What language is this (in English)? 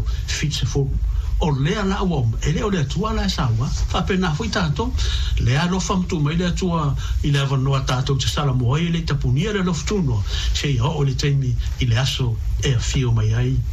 Samoan